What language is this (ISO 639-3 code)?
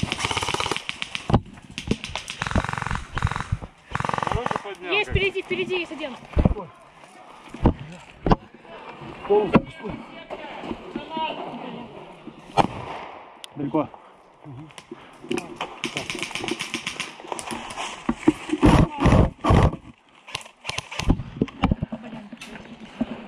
rus